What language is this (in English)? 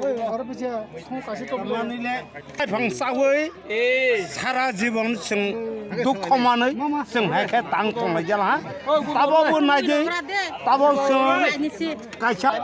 Kok Borok